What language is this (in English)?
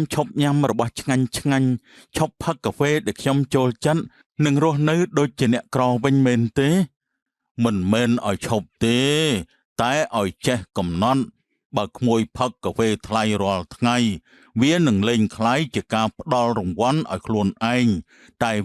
Khmer